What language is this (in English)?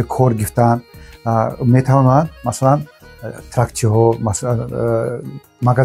Tajik